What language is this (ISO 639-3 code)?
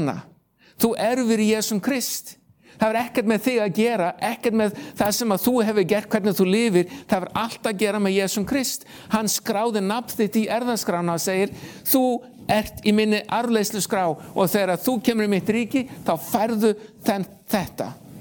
isl